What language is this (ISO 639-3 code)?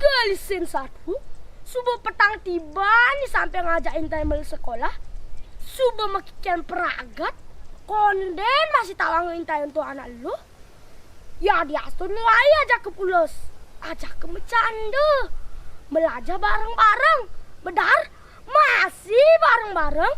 ban